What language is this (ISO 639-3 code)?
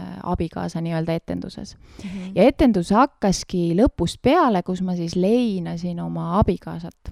est